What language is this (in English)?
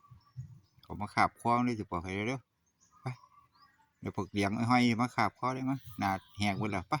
Northeastern Thai